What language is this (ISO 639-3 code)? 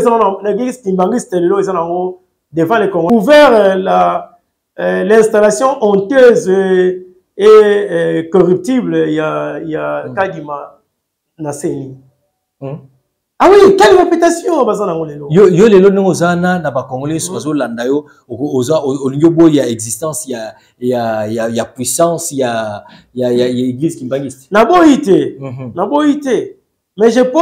fra